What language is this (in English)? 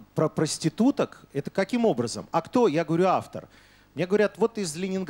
Russian